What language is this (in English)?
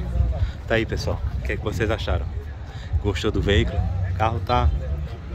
Portuguese